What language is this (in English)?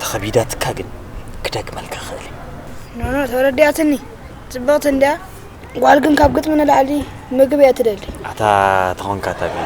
Tigrinya